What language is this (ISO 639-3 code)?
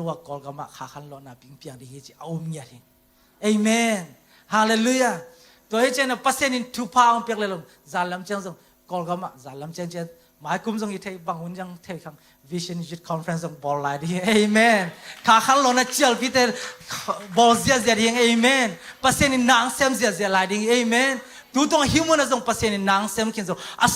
ctd